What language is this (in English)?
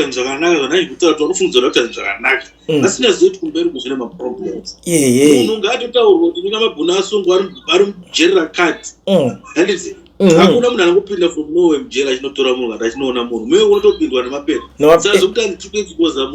Shona